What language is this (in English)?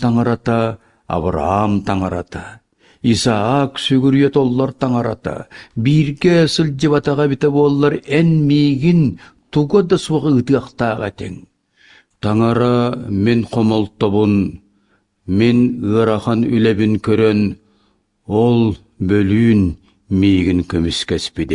Yakut